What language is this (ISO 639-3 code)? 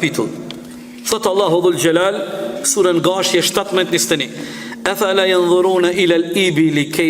sqi